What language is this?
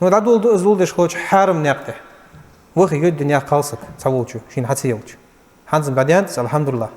Ingush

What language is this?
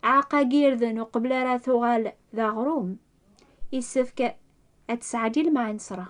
Kabyle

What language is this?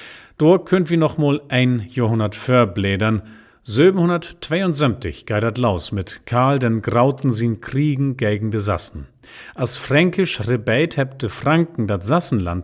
Low German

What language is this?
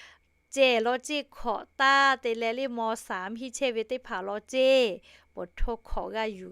Lahu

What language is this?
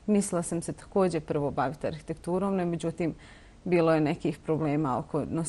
Bosnian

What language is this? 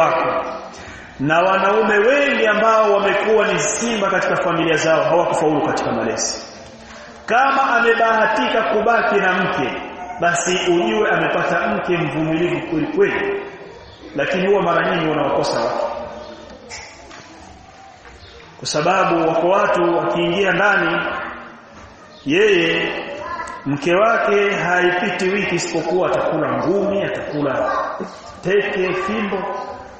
Swahili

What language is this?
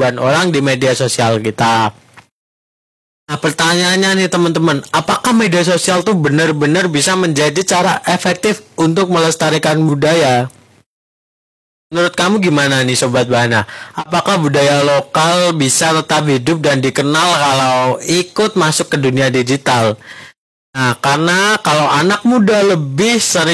Indonesian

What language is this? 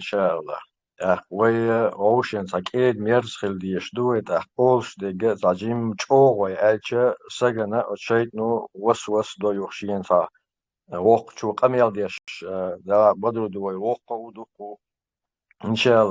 Chechen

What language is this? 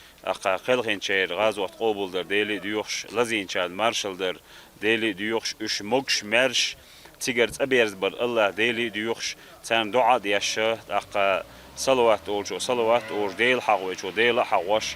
Chechen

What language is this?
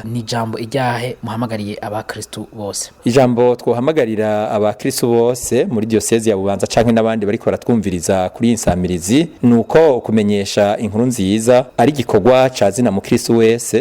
Rundi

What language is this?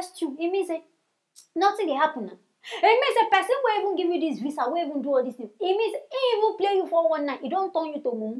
Nigerian Pidgin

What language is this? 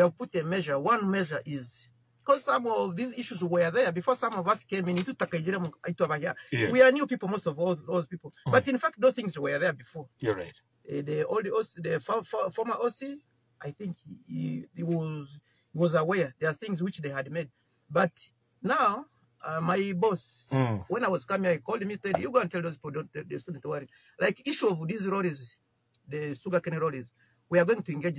Nyoro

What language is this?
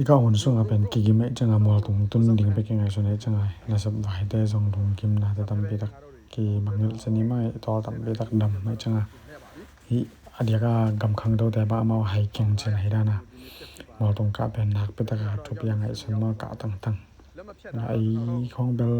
Tedim Chin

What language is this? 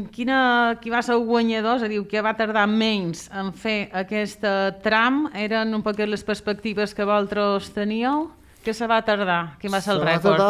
Catalan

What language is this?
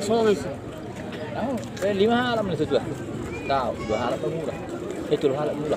Batak Toba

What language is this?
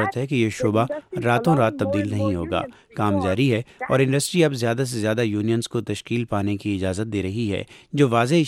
Urdu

